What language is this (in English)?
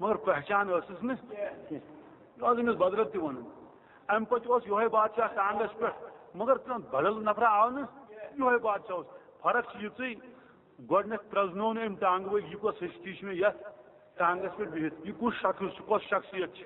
Kashmiri